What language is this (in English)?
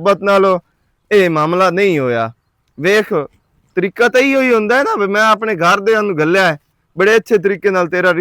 Western Panjabi